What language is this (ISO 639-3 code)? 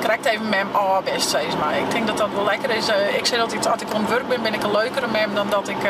fry